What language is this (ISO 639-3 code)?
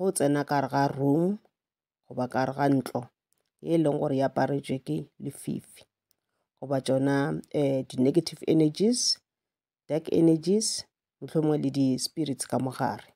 nso